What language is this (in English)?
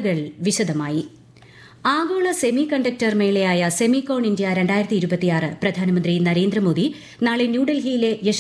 Malayalam